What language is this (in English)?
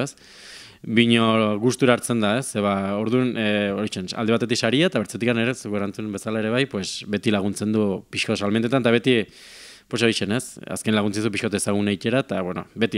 Basque